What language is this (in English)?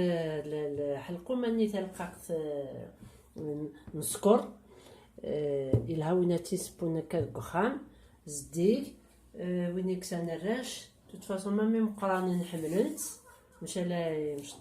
Kabyle